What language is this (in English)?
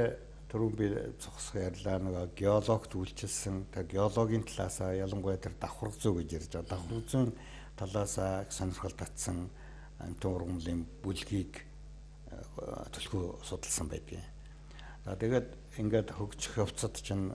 Mongolian